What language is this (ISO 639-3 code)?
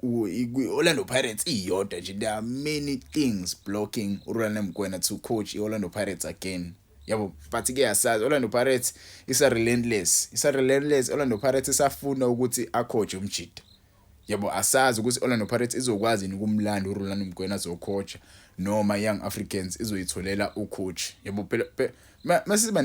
zul